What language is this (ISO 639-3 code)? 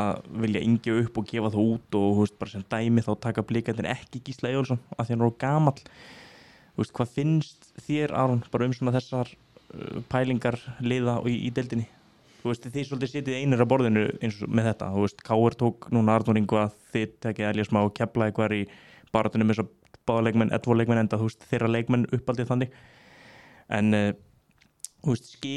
isl